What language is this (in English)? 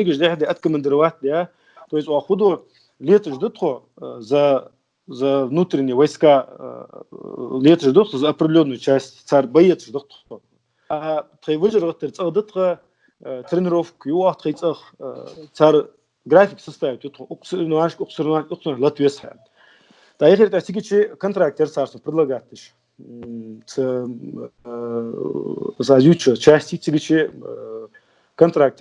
Ingush